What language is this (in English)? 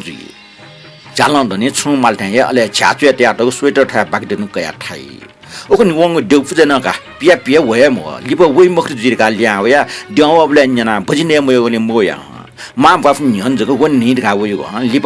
Newari